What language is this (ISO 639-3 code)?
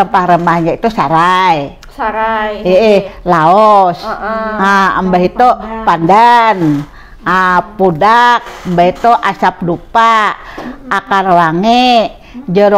bjn